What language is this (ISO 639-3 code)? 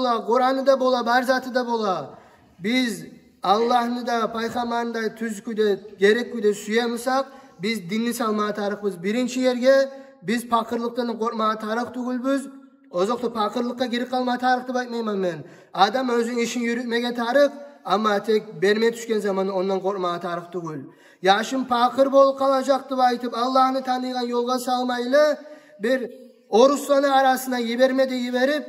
kum